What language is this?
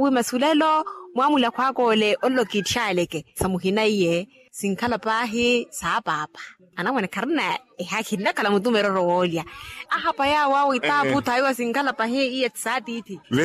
Makhuwa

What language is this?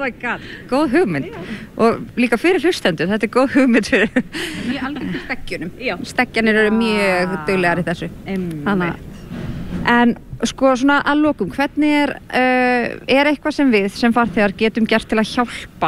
Icelandic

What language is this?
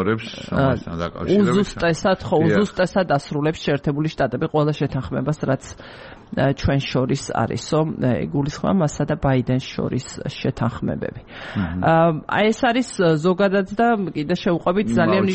Georgian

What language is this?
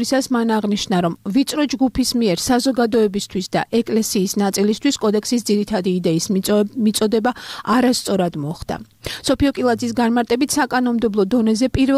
Georgian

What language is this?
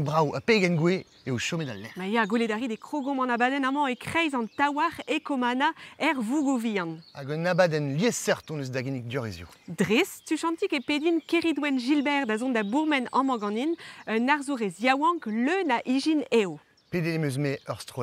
Breton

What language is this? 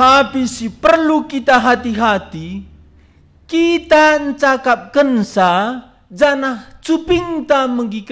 Batak Karo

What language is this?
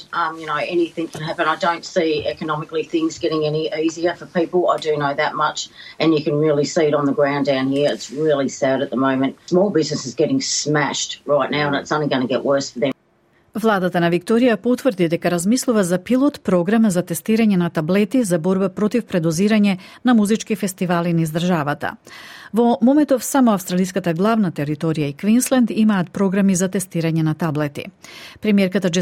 Macedonian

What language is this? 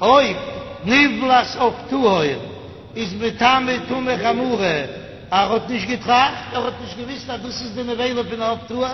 Yiddish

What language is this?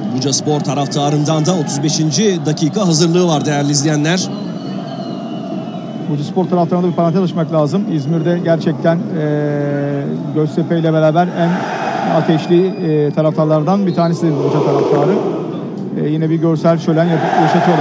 Turkish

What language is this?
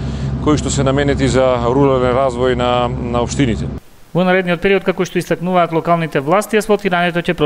Macedonian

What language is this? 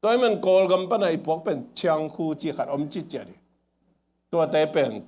Tedim Chin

